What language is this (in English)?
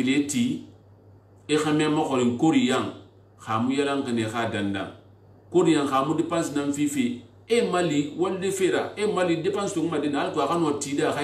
Susu